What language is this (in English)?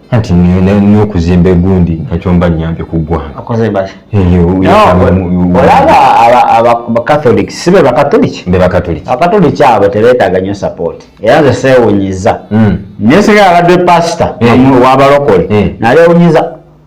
Ganda